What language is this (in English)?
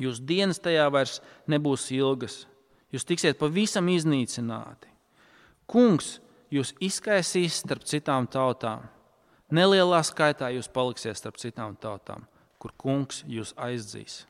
Latvian